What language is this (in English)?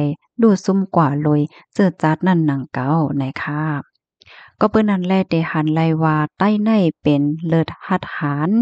Shan